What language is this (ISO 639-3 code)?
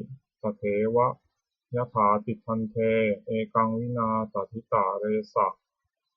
pli